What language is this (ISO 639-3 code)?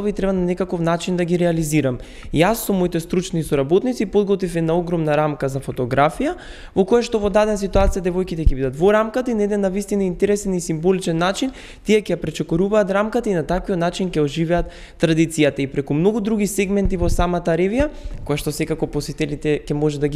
mkd